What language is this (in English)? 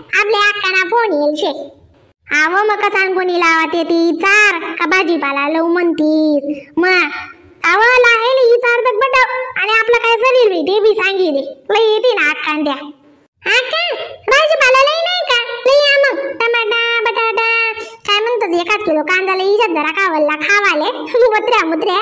Khandesi